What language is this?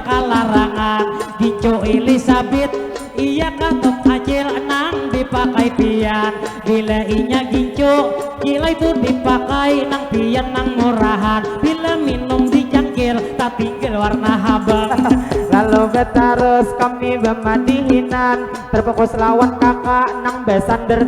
Banjar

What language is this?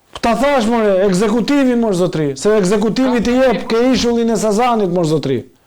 Albanian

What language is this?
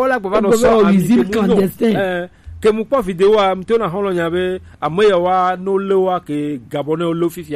Gen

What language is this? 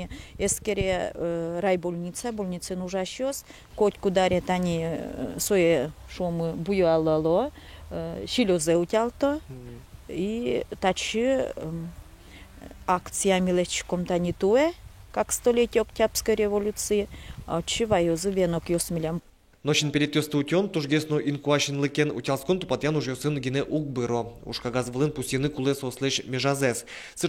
Udmurt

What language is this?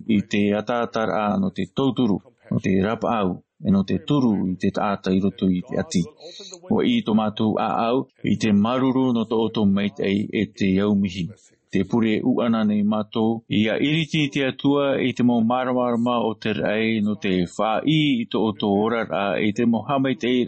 Tahitian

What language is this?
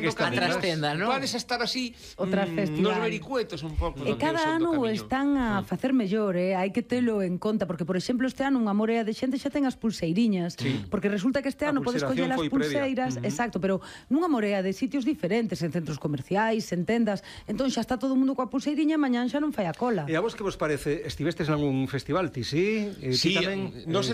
Galician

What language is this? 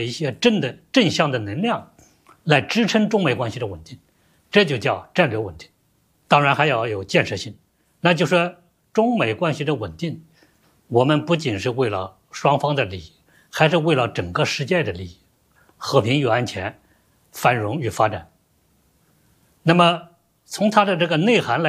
Chinese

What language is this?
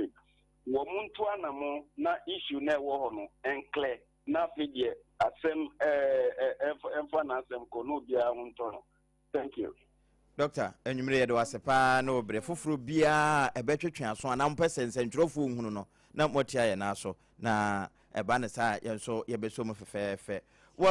Akan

